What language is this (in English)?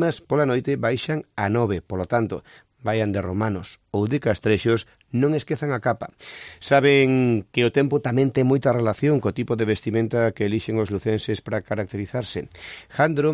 Galician